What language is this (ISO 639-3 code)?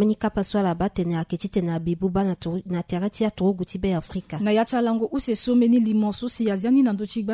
sag